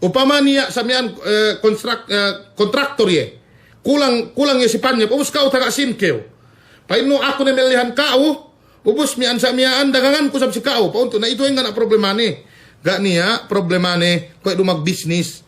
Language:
Yakan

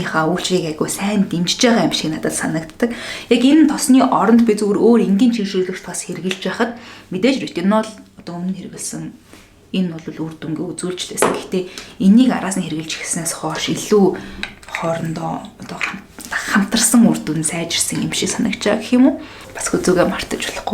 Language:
Mongolian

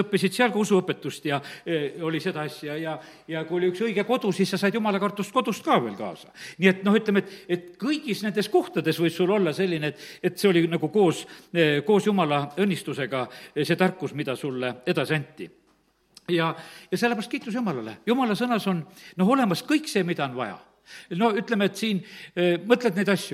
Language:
Estonian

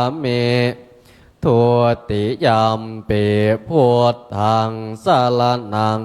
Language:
Pali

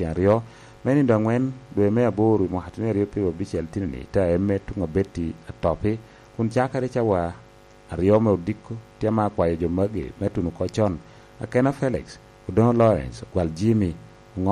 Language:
Lango (Uganda)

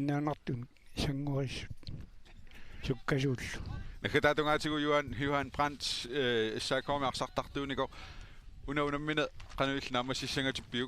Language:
Kalaallisut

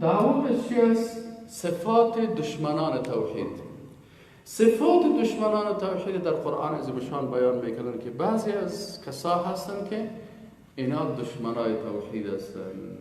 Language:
Persian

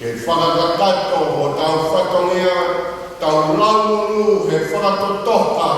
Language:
Tongan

